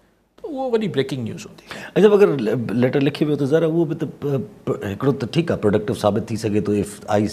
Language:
Sindhi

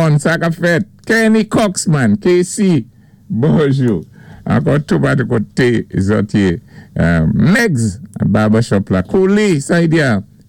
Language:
Saint Lucian Creole French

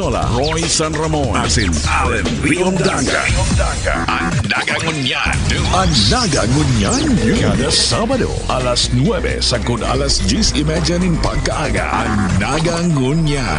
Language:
Bikol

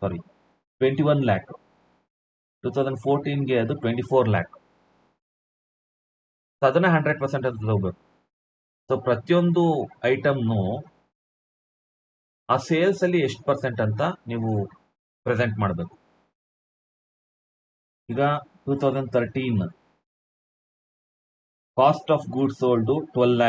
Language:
Kannada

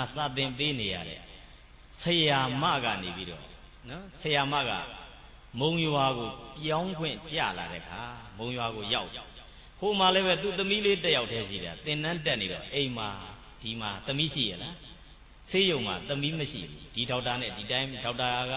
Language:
Burmese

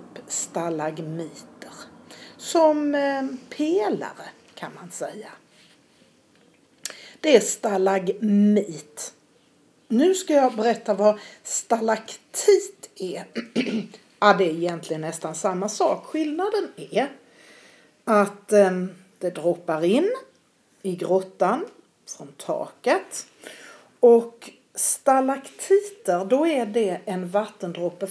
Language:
Swedish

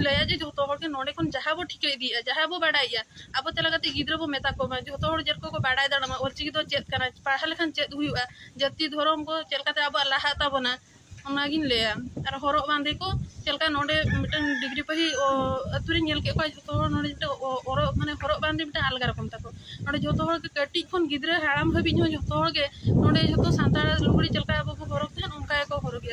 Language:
Santali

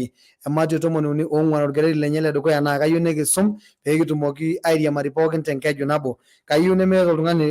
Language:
Masai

